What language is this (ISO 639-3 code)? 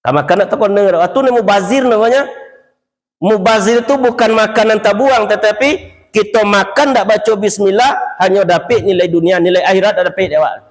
min